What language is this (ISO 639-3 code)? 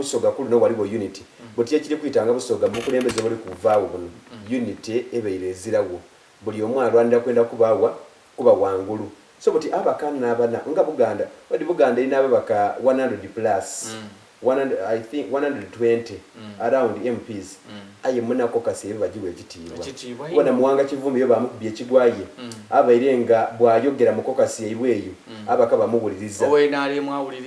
xog